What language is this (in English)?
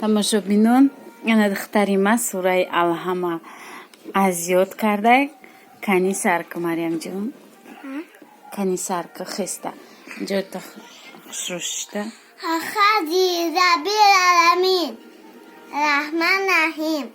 Tajik